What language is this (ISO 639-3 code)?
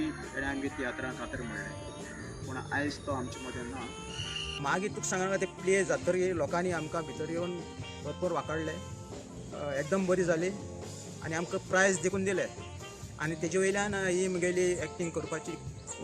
kok